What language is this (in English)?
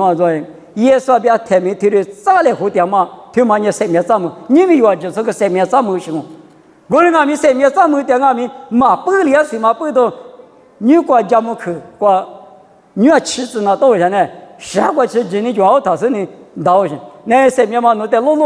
Lisu